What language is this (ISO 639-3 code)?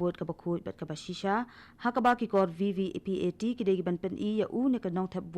kha